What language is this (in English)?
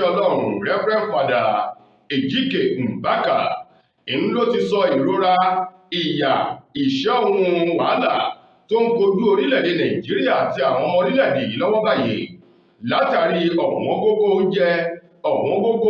Yoruba